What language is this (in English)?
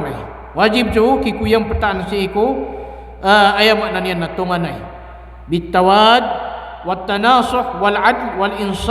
Maranao